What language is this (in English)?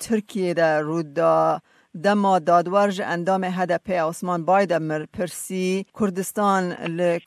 Kurdish